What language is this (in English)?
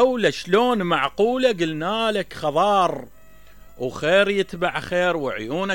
Mesopotamian Arabic